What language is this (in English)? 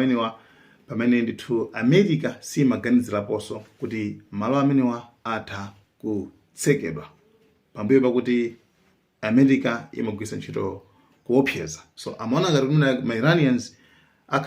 Nyanja